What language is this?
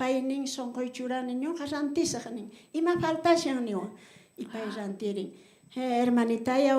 South Bolivian Quechua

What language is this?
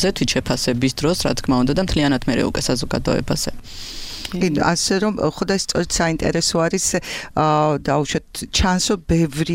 Georgian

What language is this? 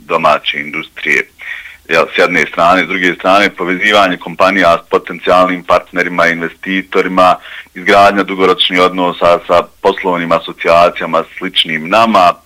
Bosnian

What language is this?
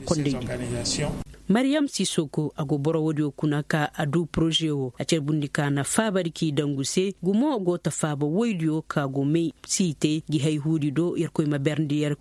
Koyraboro Senni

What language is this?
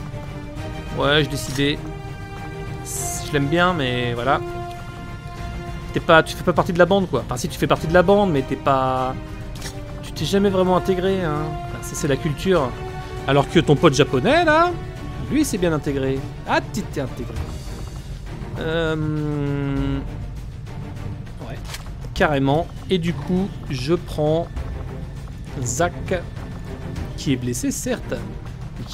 French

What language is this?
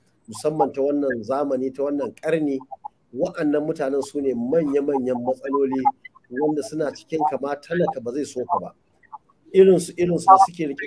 Hausa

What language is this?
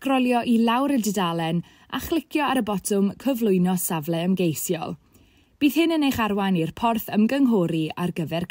Welsh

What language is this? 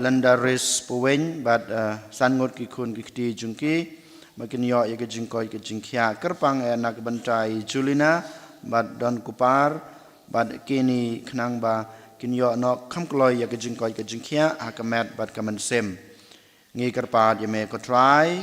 Khasi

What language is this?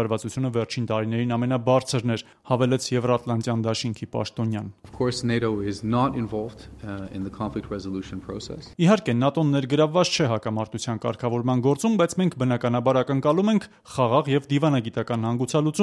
Armenian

